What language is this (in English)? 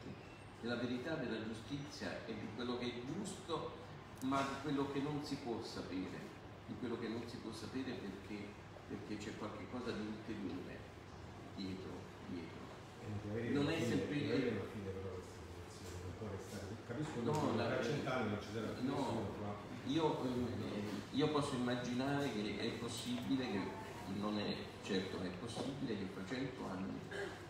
Italian